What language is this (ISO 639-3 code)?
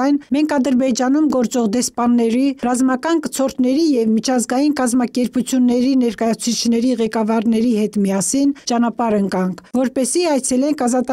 hye